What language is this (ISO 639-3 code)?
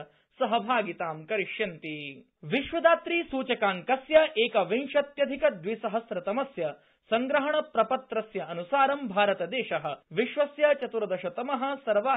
san